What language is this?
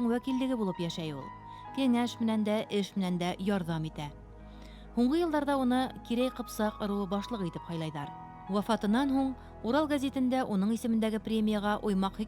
Bashkir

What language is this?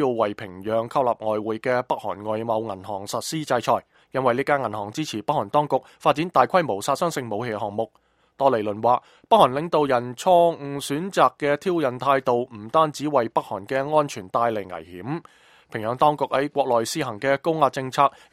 Cantonese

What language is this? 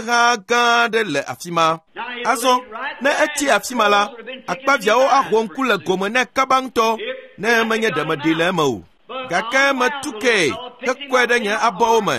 Ewe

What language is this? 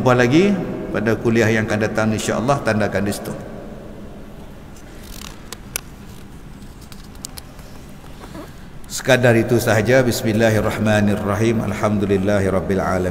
Malay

